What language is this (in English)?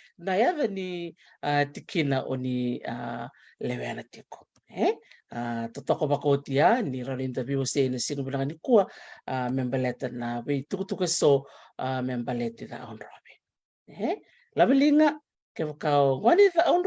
Fijian